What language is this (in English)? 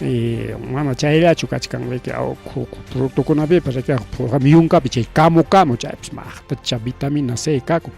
Ayacucho Quechua